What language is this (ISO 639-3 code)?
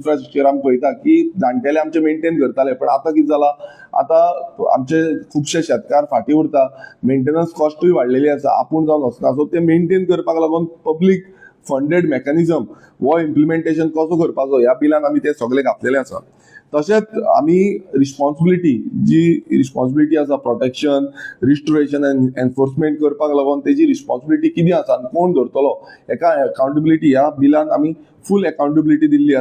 kok